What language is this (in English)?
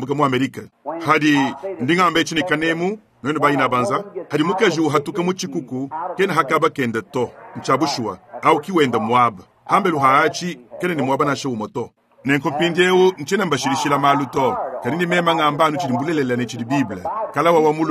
Luba-Lulua